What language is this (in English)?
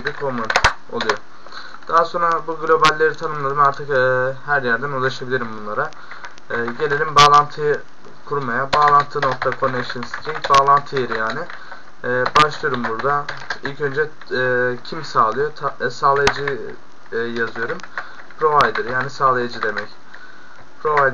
Turkish